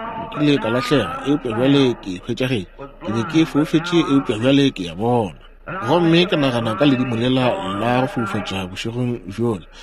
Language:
Northern Sotho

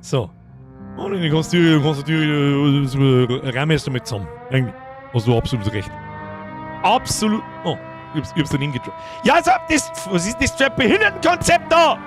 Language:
Bavarian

